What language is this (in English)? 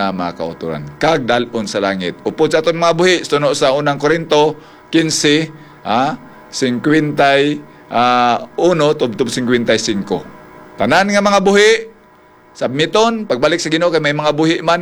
Hiligaynon